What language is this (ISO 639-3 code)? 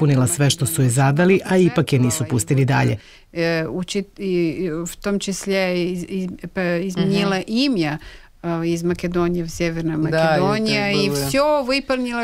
srp